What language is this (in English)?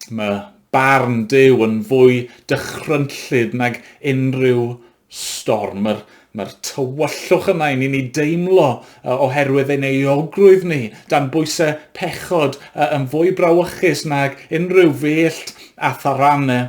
Welsh